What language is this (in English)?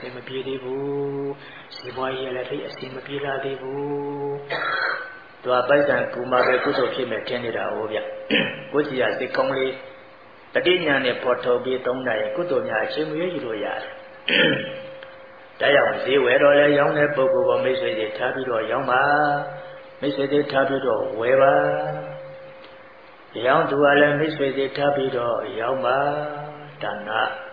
Burmese